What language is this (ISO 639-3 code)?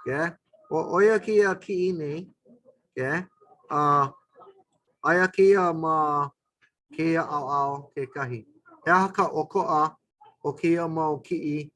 haw